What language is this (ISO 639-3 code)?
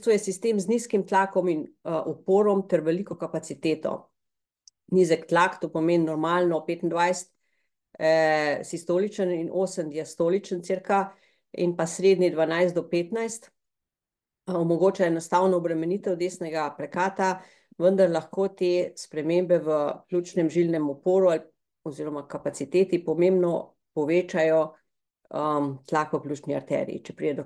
slv